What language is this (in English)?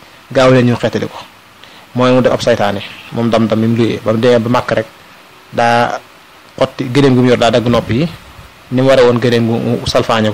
Wolof